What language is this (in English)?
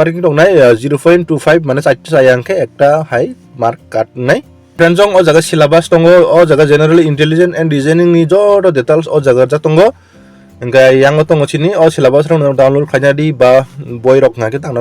Kok Borok